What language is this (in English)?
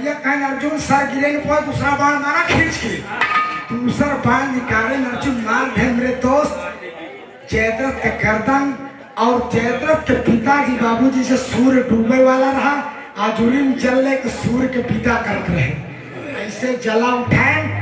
Bhojpuri